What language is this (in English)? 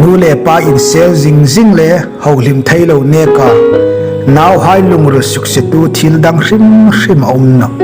Hmar